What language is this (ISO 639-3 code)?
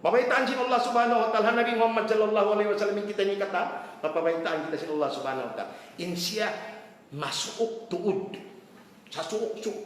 tsg